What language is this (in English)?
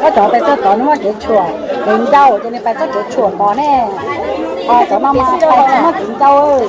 Hmong